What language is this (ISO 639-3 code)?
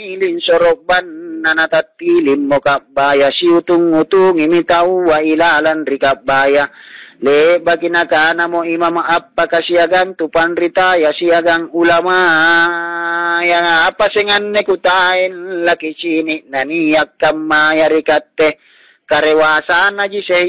mak